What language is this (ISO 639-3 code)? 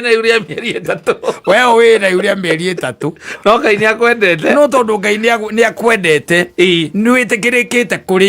kik